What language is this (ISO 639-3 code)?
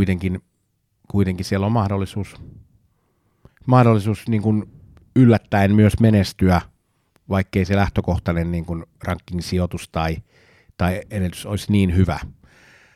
fin